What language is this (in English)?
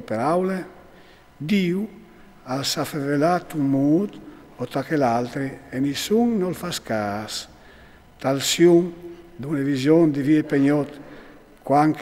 Friulian